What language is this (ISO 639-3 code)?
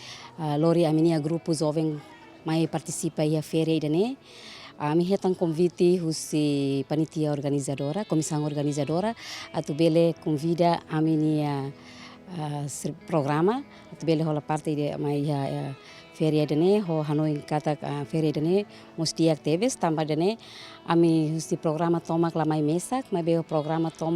tet